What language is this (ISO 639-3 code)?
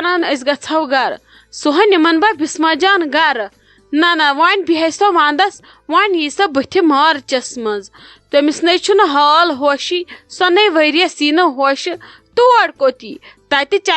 kas